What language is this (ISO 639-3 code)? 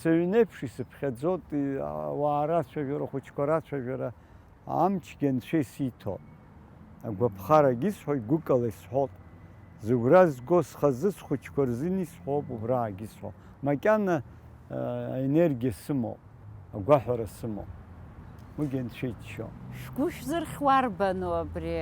abk